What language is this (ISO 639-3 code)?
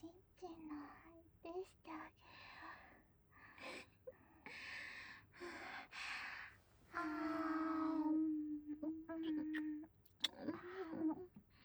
jpn